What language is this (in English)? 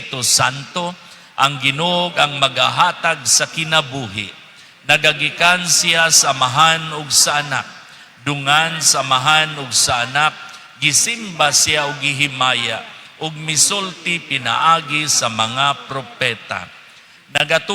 Cebuano